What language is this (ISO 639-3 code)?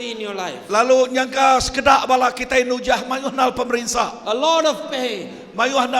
iba